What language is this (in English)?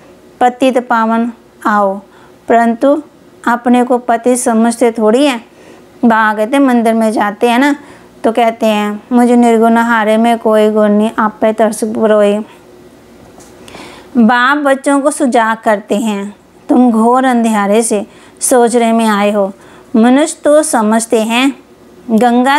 Hindi